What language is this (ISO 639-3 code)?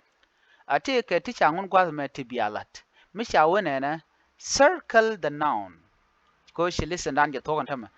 nus